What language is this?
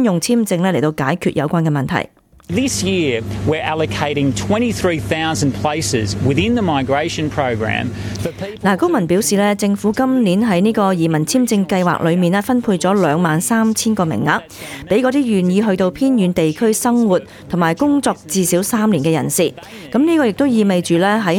Cantonese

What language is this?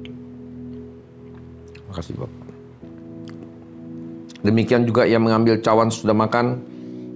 Indonesian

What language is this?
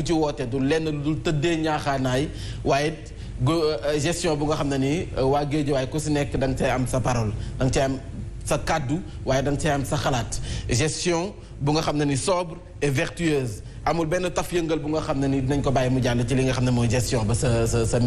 Wolof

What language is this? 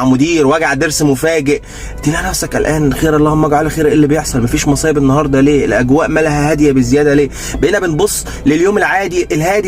Egyptian Arabic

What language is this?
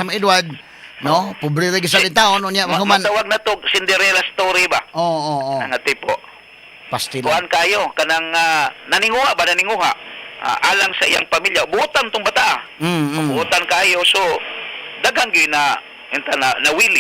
Cebuano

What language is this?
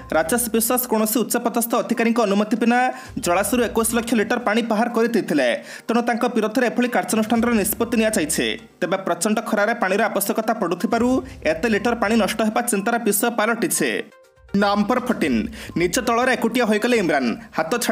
Odia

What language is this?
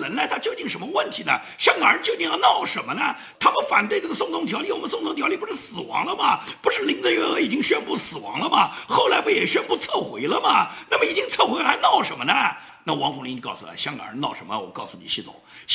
Chinese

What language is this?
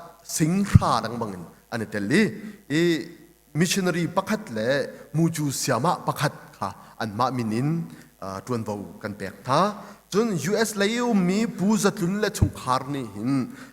Hakha Chin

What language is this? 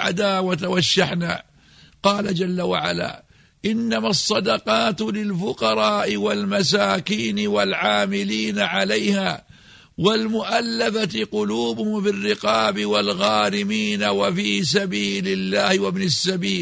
Arabic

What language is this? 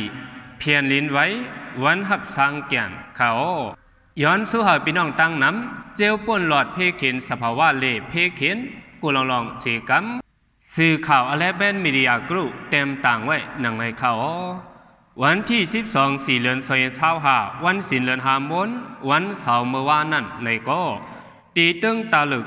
Shan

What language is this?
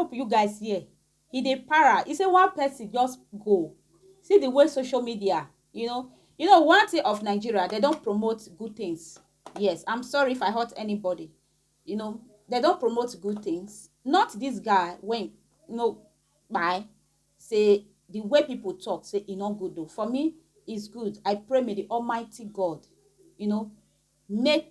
Nigerian Pidgin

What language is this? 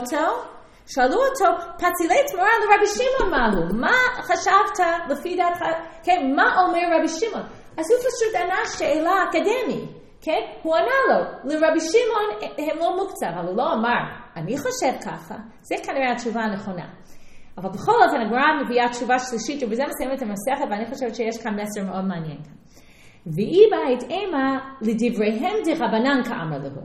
Hebrew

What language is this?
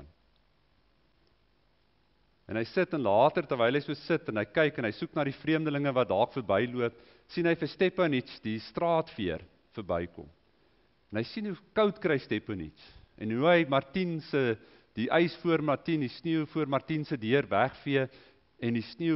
Afrikaans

